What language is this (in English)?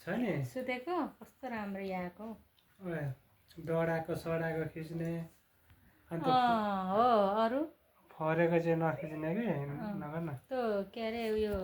Nepali